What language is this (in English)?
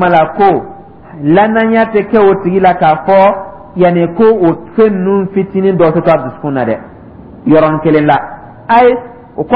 Dyula